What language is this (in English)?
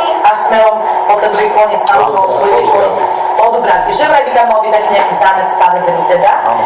Slovak